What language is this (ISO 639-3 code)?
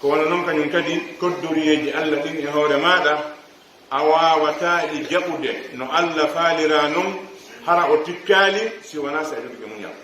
fuf